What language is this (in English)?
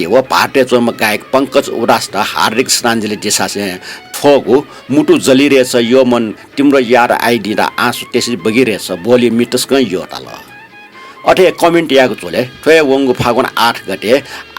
Newari